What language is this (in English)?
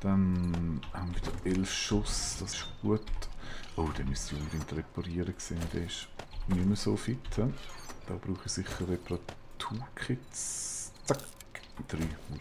Swiss German